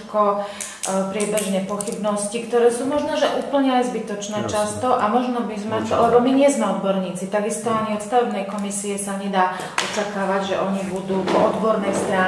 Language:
Slovak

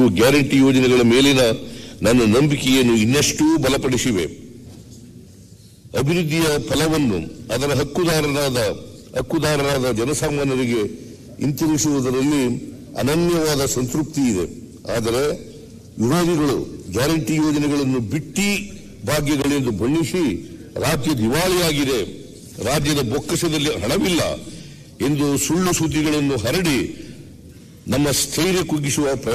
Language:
Kannada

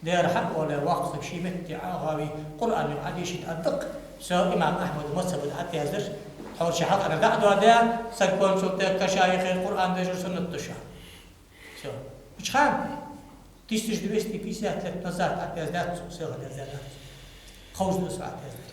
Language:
Ingush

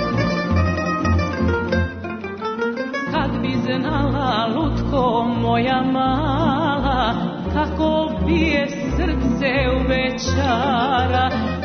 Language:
Serbian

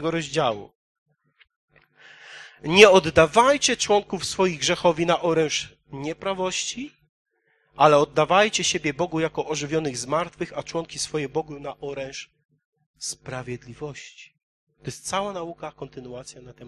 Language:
Polish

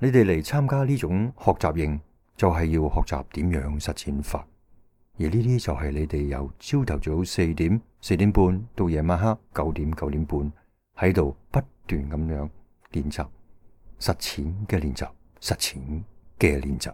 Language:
Cantonese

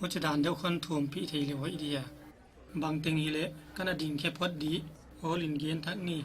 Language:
Paite Chin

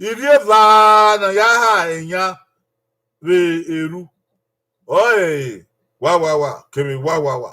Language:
Bini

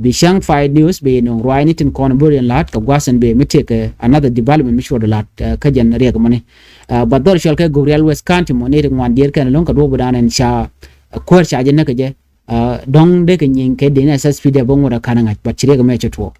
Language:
Nuer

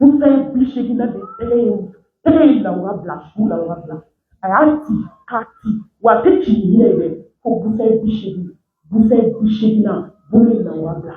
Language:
Bambara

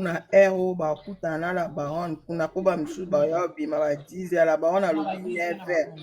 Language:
Lingala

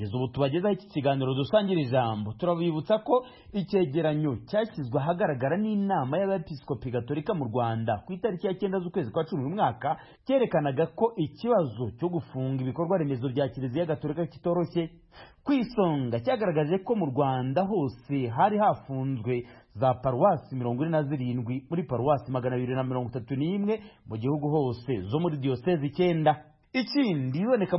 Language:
Kinyarwanda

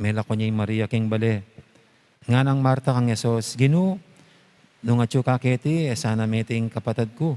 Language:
Pampanga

